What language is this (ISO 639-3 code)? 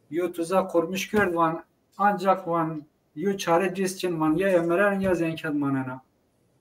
zza